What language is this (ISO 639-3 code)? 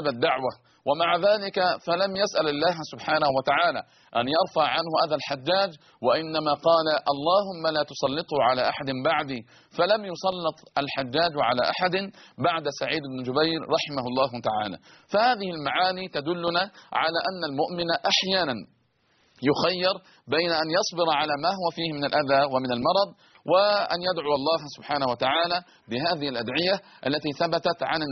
ara